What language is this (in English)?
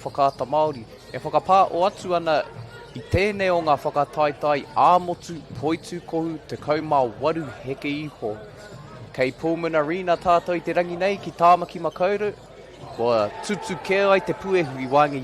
Māori